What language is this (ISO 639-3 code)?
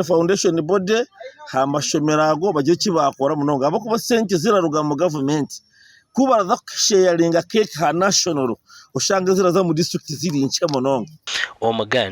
nyn